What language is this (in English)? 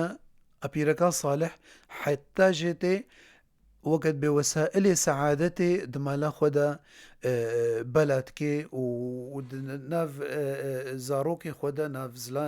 Kurdish